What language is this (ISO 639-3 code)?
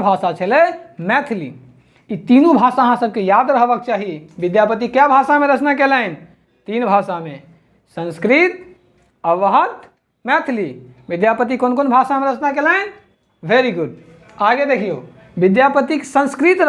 mai